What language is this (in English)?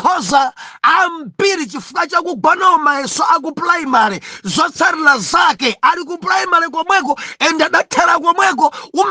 Nyanja